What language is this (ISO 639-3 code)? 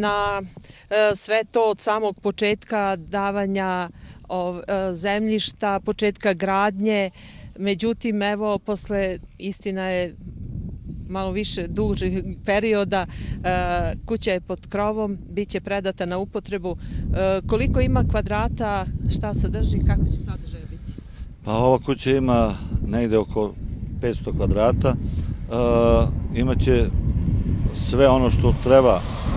srp